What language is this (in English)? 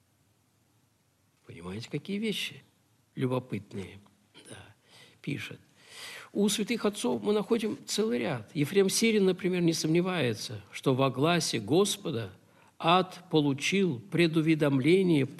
Russian